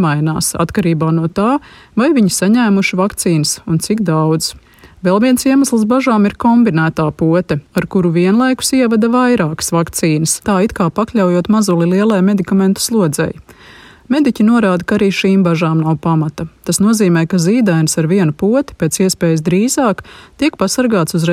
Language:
Latvian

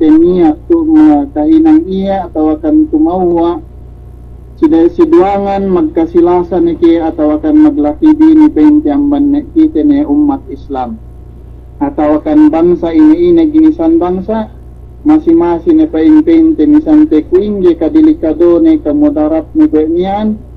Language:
Yakan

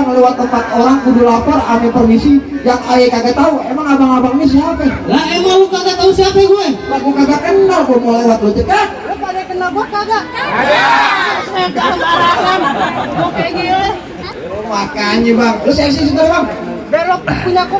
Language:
Betawi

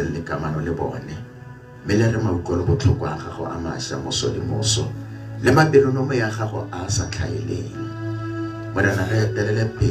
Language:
Tswana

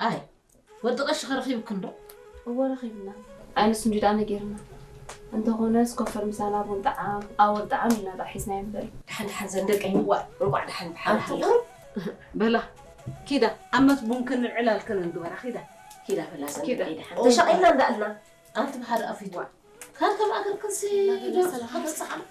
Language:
Tigrinya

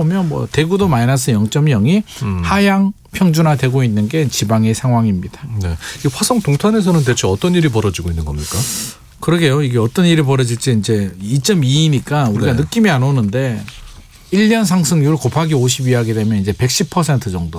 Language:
Korean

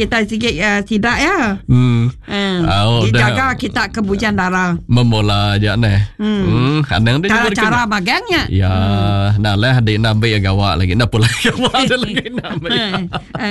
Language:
Iban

